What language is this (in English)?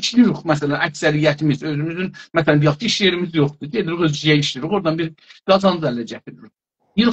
South Azerbaijani